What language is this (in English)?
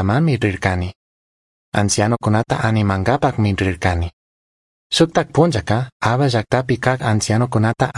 Chimborazo Highland Quichua